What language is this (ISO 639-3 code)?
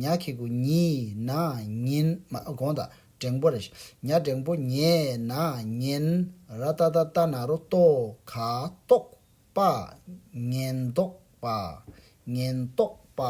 bod